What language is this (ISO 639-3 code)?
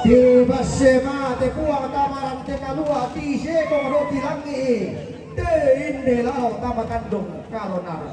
sda